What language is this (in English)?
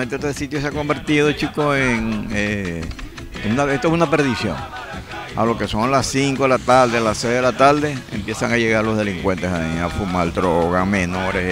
Spanish